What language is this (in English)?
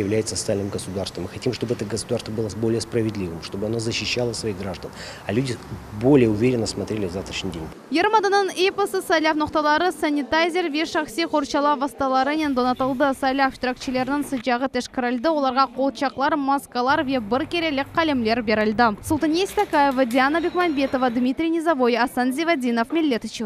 Crimean Tatar